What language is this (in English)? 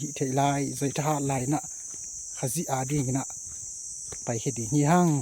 Tedim Chin